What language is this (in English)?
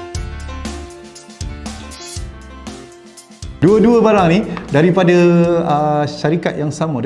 Malay